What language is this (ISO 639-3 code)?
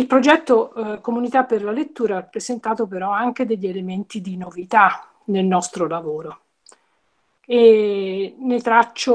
ita